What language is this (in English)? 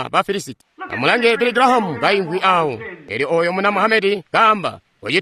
Tonga (Zambia)